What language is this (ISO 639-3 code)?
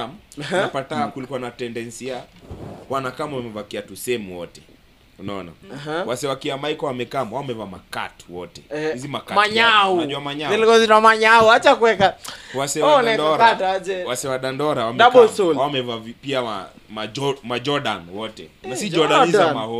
swa